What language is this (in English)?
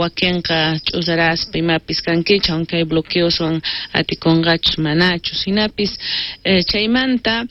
South Bolivian Quechua